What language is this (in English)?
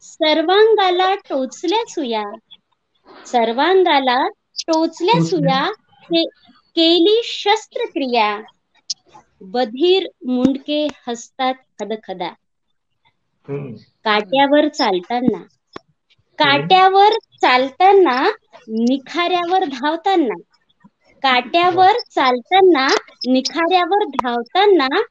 Marathi